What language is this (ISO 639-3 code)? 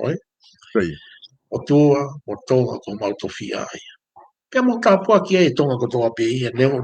ton